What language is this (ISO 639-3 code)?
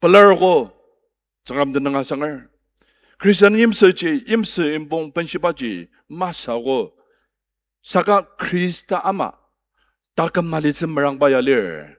njo